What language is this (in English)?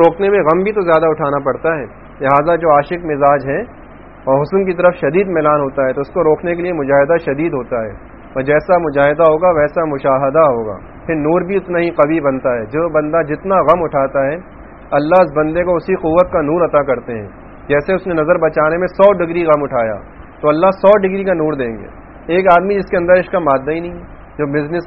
Urdu